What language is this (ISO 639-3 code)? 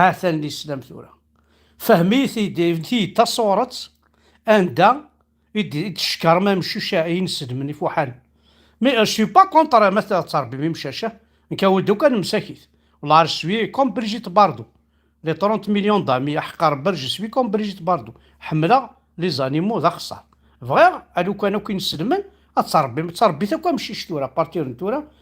kab